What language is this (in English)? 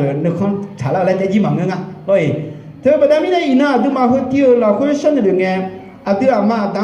Akha